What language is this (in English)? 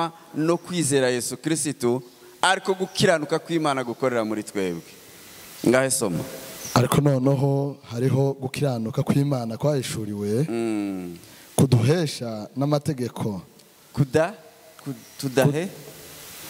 Kinyarwanda